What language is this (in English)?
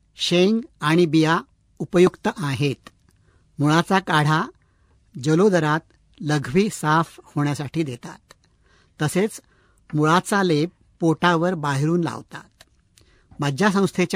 Marathi